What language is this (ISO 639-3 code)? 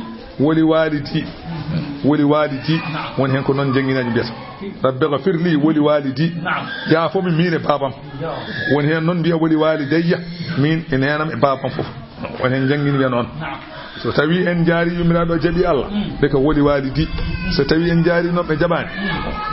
ful